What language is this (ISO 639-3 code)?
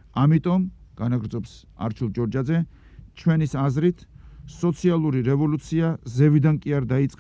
kat